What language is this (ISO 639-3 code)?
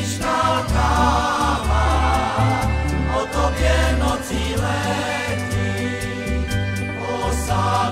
ces